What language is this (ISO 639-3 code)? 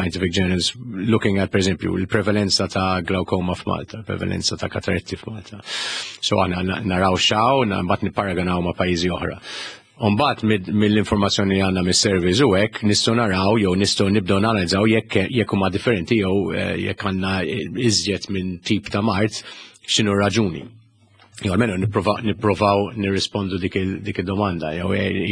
mlt